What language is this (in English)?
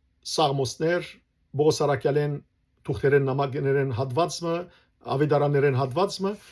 Western Armenian